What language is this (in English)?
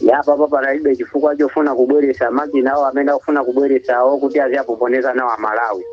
Nyanja